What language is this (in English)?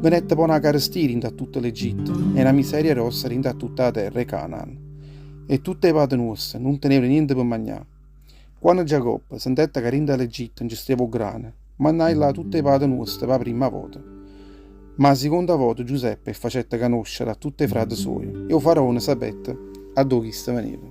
Neapolitan